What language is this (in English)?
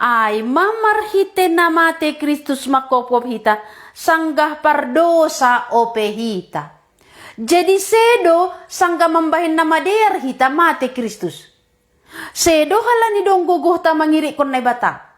Batak Simalungun